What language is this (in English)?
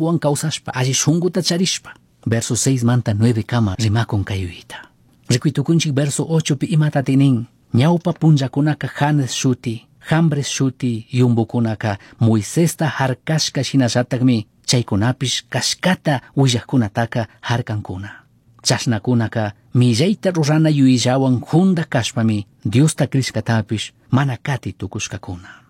Chimborazo Highland Quichua